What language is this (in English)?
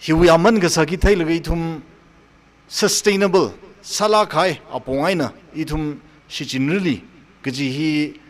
Tangkhul Naga (India)